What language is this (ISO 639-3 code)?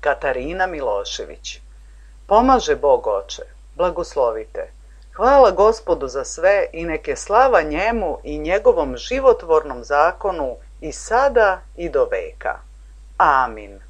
srp